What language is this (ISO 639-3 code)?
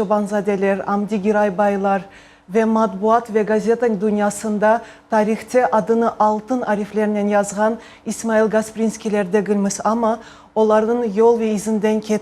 crh